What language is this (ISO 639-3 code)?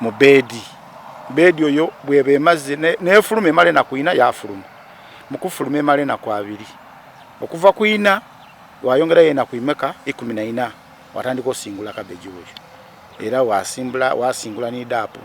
xog